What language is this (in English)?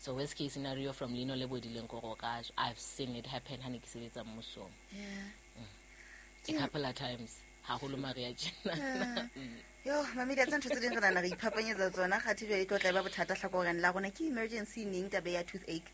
Southern Sotho